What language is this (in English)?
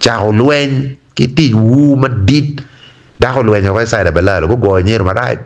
Acoli